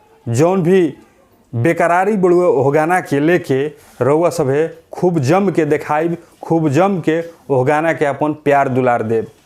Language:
Bhojpuri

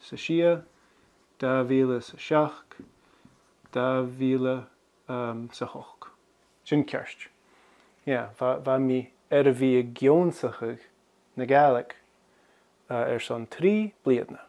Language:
Scottish Gaelic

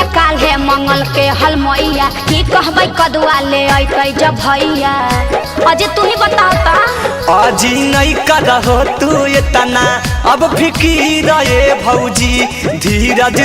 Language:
Magahi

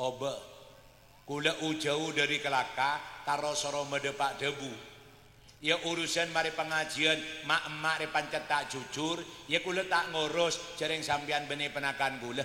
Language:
Madurese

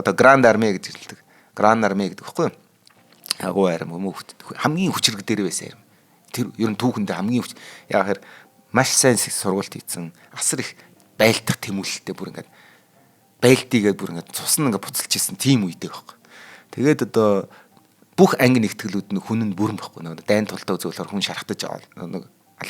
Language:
Mongolian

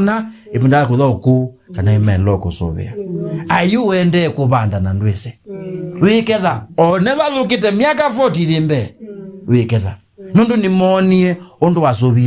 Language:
Kamba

